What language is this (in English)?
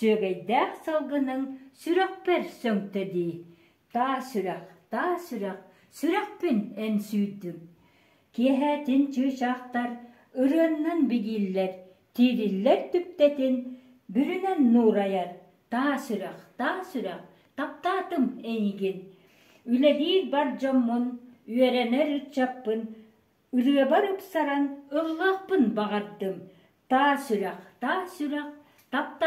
Yakut